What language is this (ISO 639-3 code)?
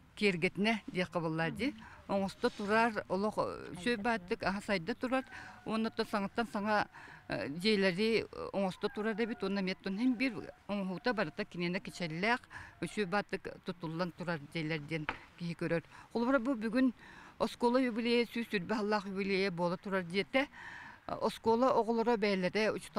sah